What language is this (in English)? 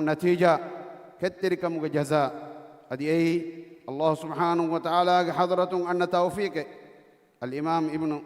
Divehi